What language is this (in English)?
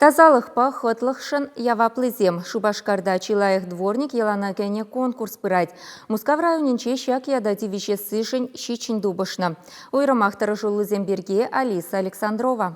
Chuvash